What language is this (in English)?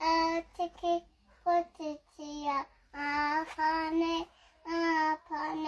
Māori